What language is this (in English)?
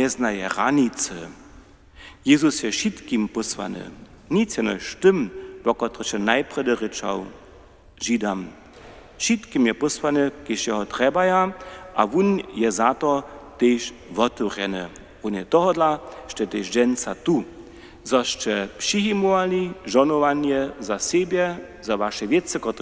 Upper Sorbian